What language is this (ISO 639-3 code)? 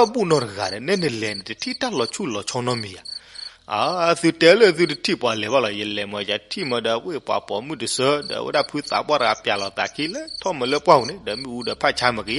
ksw